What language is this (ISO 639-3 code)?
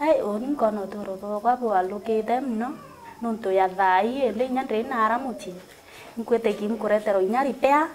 mer